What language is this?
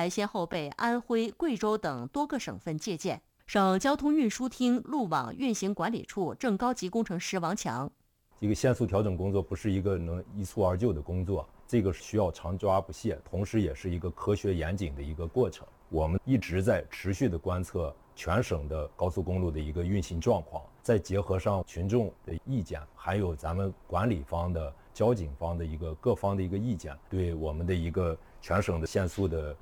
Chinese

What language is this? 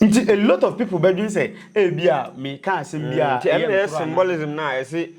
Akan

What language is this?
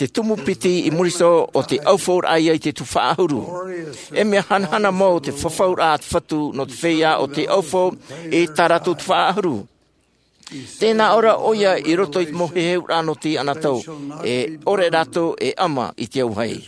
Tahitian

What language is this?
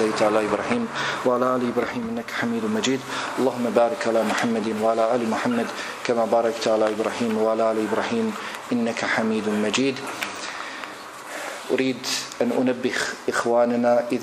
Bosnian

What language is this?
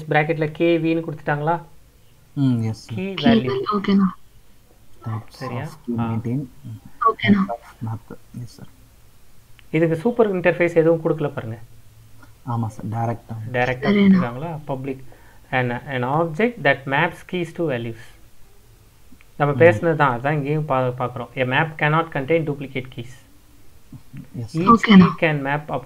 Tamil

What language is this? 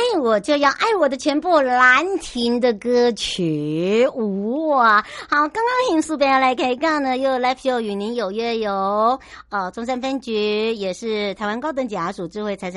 Chinese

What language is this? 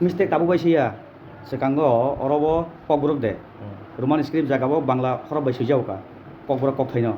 Kok Borok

